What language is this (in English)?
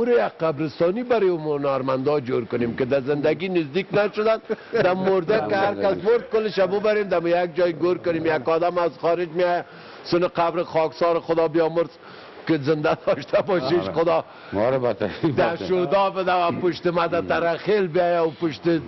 Persian